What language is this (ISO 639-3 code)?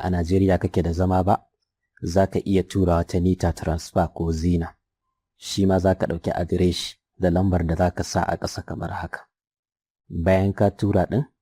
hau